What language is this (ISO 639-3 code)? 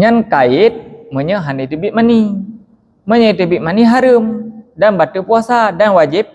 ace